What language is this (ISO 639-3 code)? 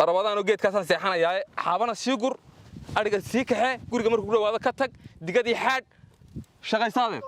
som